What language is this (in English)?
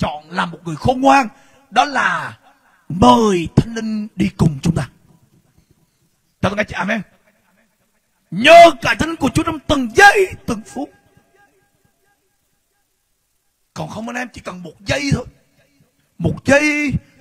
Vietnamese